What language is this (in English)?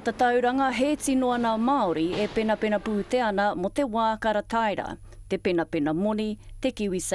Māori